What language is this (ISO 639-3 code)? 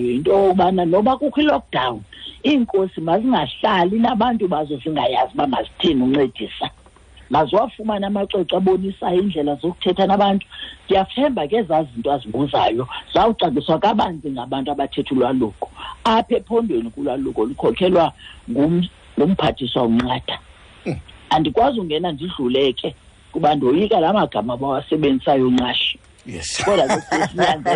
xho